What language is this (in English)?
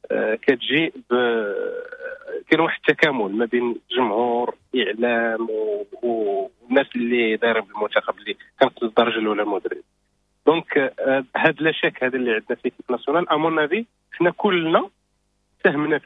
Moroccan Arabic